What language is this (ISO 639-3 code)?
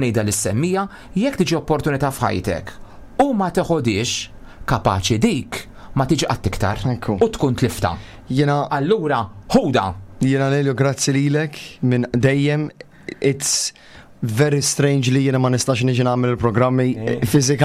mlt